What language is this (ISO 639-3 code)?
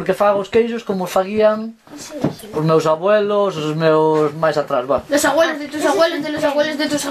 glg